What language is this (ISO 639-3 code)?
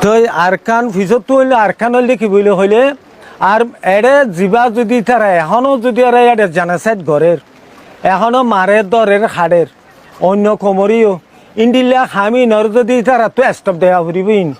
rhg